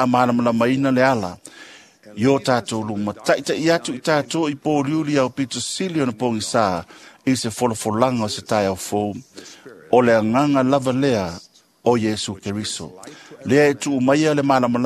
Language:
Samoan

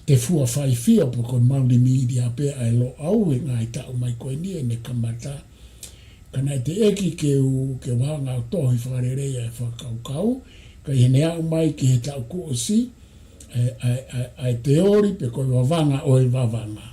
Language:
Tongan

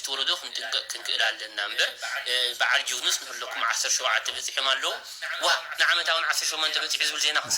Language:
Tigrinya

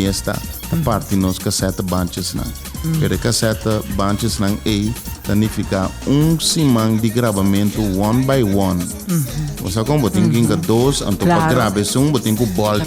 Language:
Papiamento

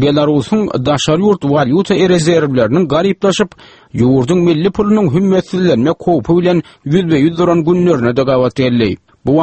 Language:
Turkmen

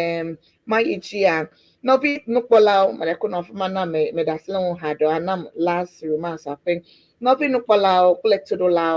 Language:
Ewe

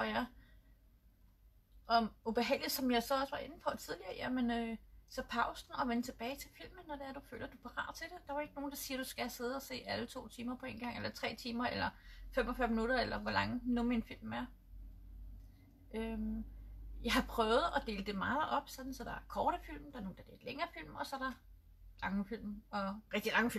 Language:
Danish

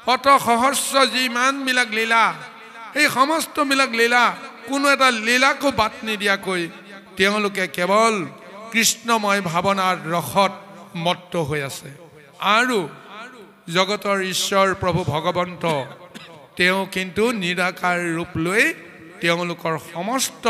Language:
Assamese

